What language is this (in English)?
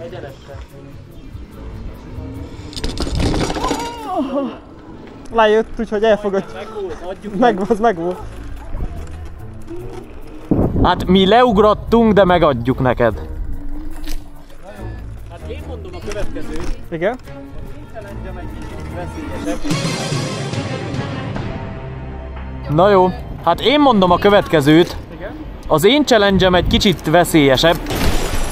Hungarian